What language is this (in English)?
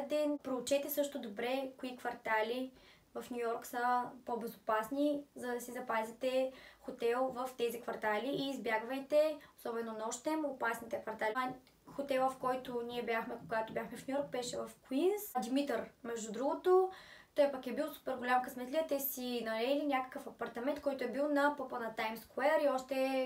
Bulgarian